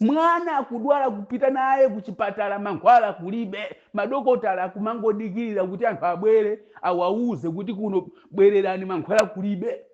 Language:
Nyanja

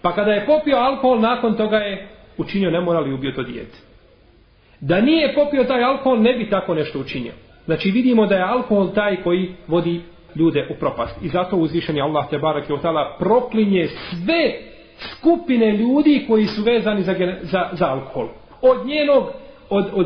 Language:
Bosnian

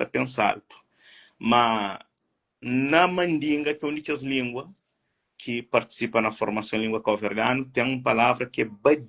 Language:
Kabuverdianu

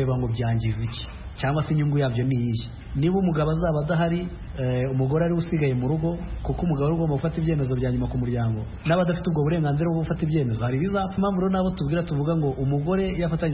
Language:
Kinyarwanda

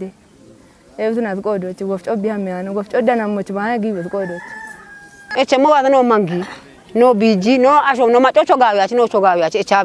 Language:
Kafa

